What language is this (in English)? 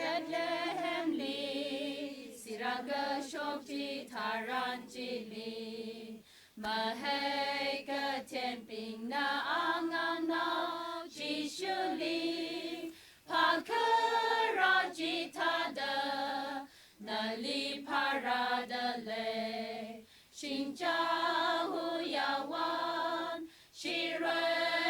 Tangkhul Naga (India)